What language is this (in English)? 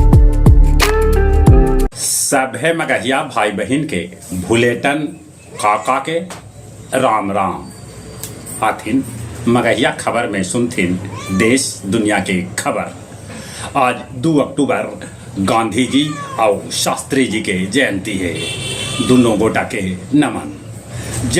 Magahi